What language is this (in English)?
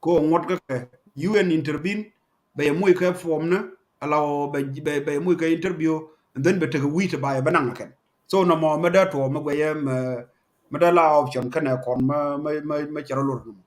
Nuer